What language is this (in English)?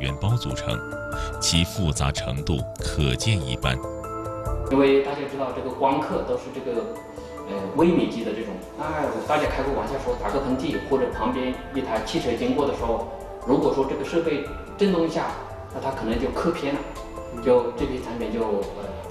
Chinese